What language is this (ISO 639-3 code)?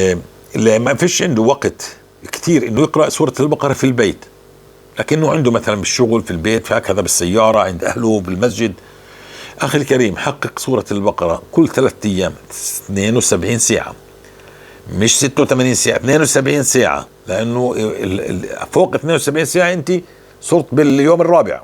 apc